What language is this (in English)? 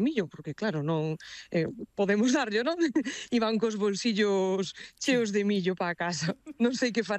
Galician